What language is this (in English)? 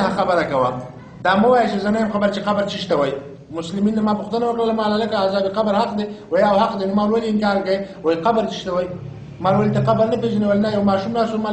Pashto